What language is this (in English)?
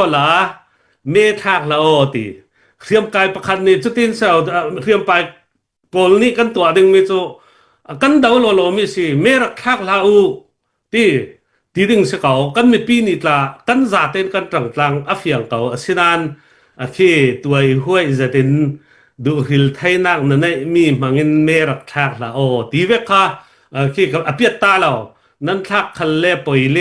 Falam Chin